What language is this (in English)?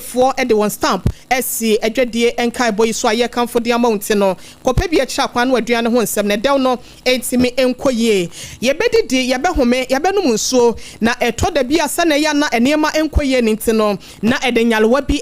Akan